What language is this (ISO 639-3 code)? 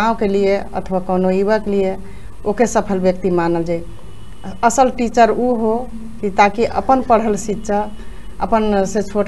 bho